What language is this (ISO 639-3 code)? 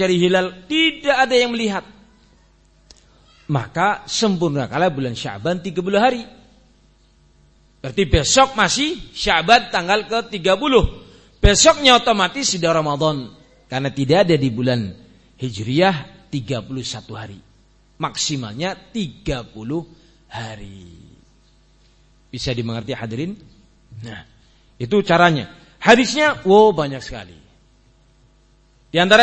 ind